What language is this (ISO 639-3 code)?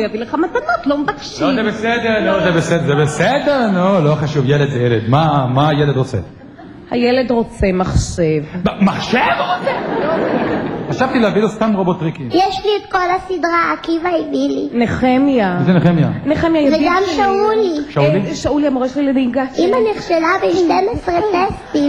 heb